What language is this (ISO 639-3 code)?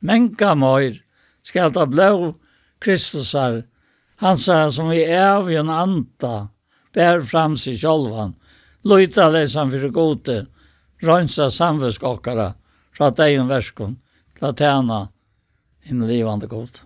fao